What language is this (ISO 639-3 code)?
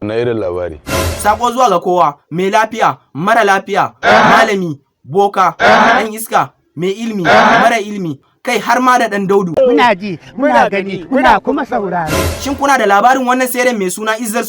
hau